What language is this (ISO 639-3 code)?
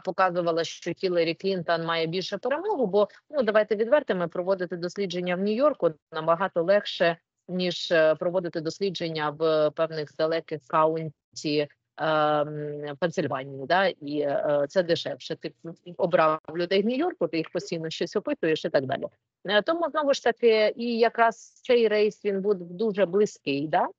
ukr